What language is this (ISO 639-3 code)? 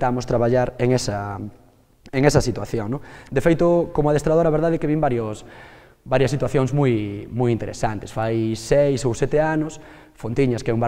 glg